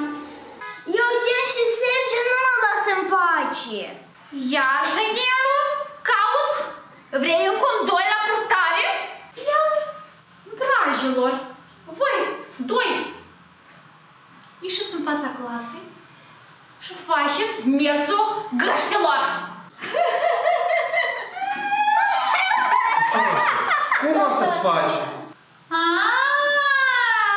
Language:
Romanian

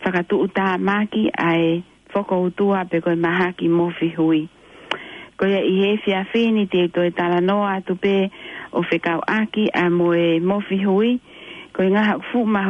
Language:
Tongan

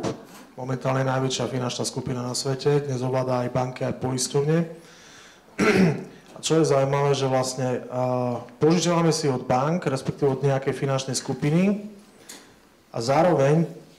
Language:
Slovak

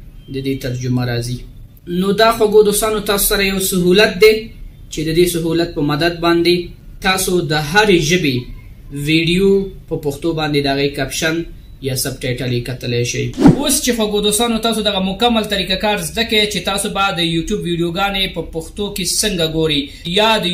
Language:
Pashto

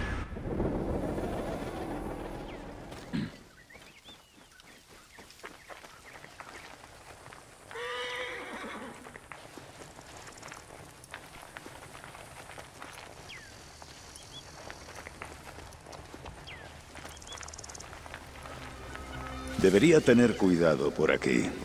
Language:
Spanish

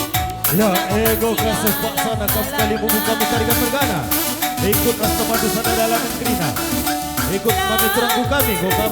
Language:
Batak Karo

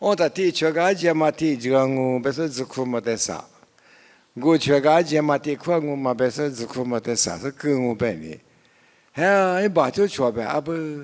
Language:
Lisu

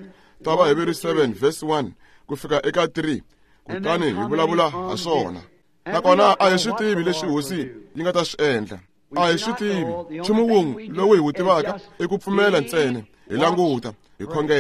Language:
Tsonga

